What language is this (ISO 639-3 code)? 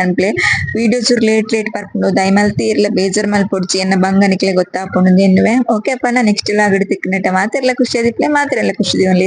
tcy